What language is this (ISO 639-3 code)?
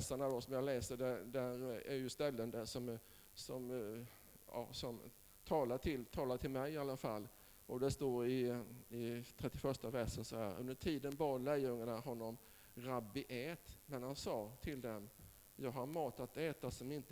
swe